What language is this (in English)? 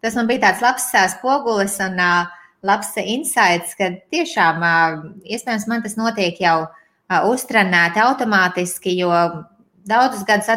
Latvian